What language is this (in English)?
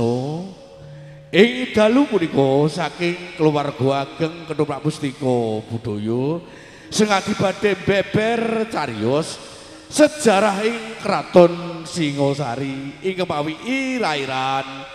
Javanese